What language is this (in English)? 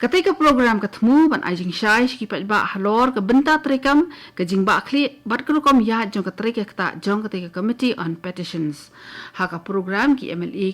Khasi